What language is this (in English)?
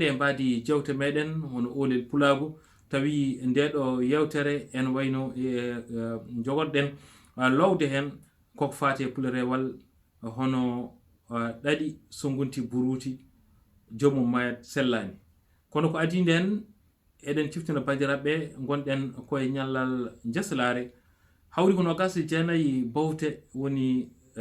Fula